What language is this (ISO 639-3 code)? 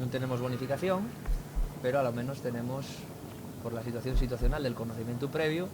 ast